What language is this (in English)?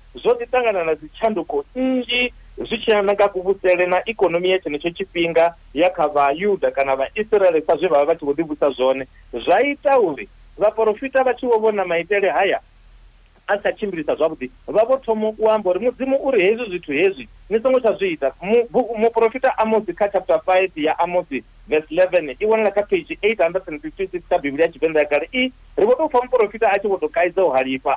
Venda